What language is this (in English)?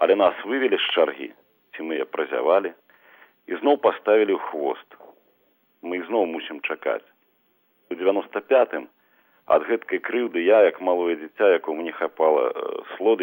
Belarusian